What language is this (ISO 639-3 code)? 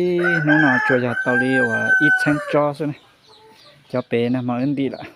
hmn